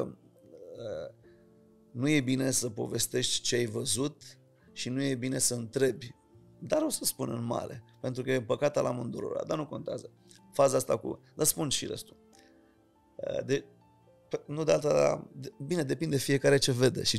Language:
Romanian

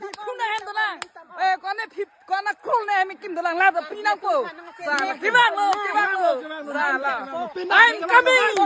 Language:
Karbi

